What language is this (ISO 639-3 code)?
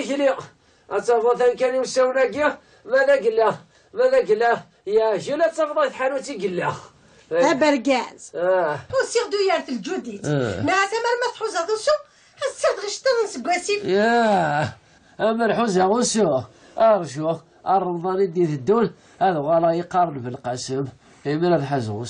kab